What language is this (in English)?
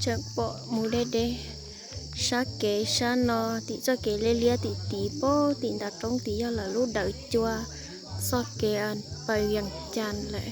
Hmong